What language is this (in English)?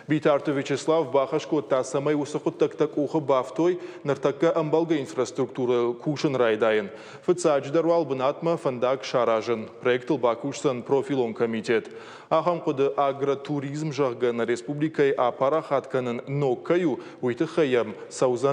Ossetic